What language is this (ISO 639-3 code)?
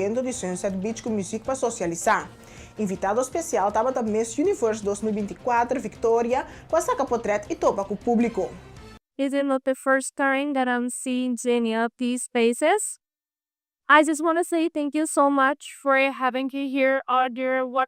pap